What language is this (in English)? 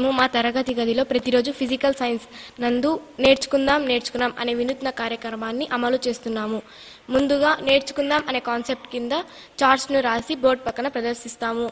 Telugu